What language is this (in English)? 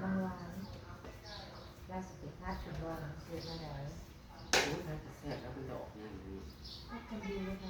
Northeastern Thai